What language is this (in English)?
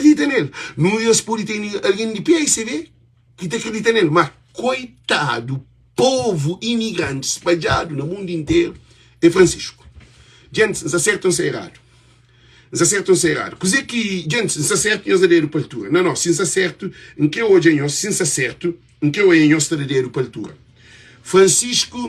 Kabuverdianu